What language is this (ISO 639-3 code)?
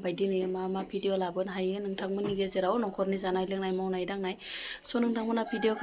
brx